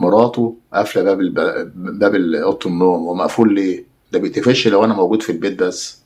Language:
Egyptian Arabic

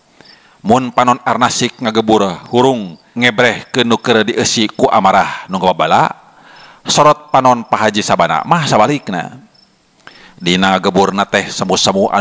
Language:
Sundanese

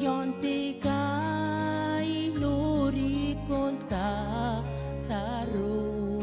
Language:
Gilbertese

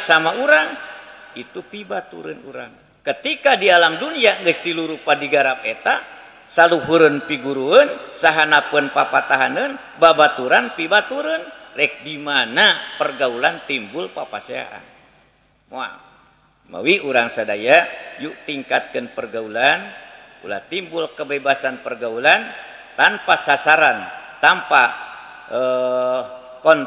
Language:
Sundanese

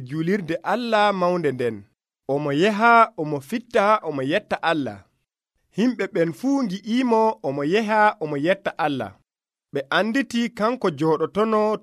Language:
Nigerian Fulfulde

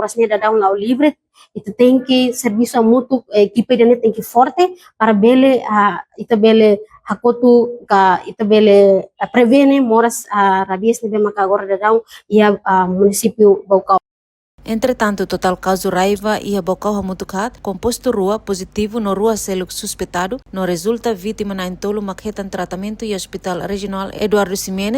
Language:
Tetum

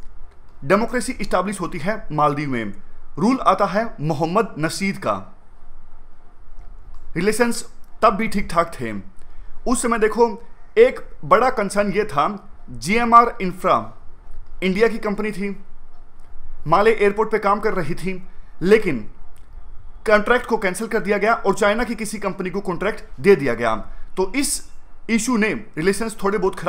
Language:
Hindi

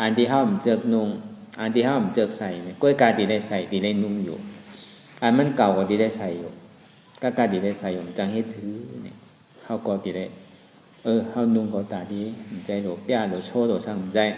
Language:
Shan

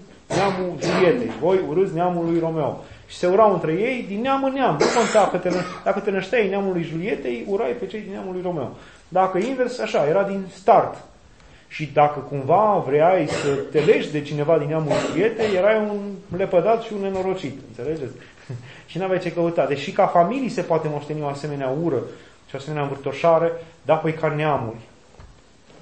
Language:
Romanian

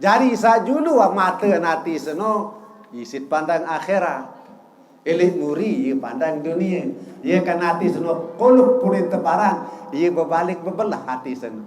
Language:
Sasak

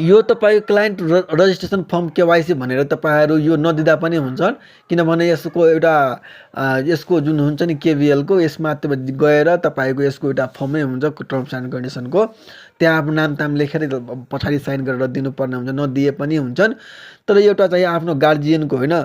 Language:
Nepali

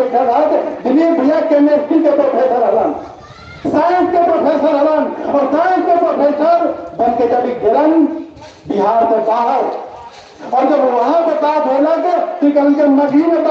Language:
Magahi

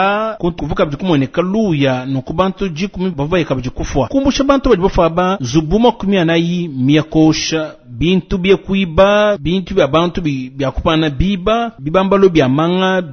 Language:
Luba-Lulua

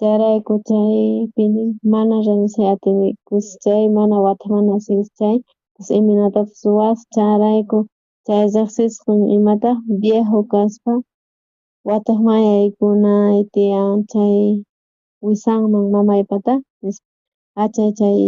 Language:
South Bolivian Quechua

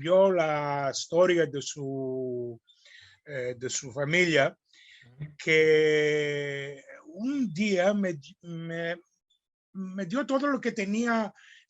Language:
Ladino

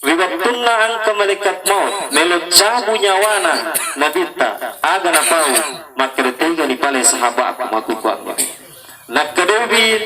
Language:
Buginese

